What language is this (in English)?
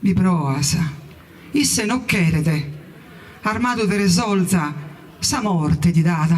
Sardinian